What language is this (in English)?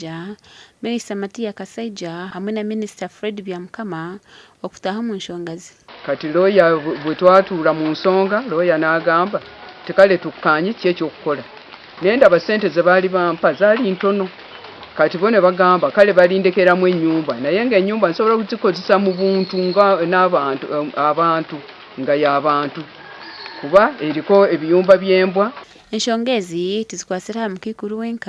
Nyankole